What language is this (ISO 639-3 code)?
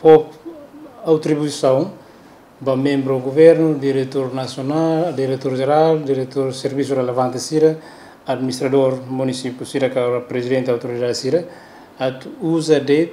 tet